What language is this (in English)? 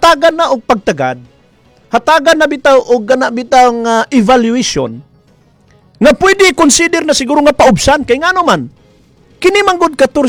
Cebuano